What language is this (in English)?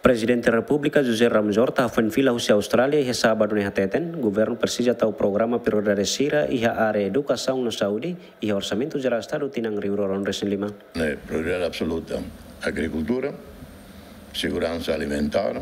Tetum